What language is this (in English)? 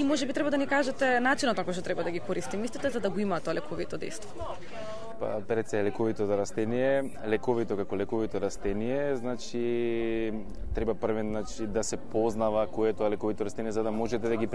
Macedonian